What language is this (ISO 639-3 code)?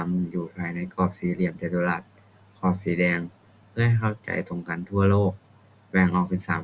lao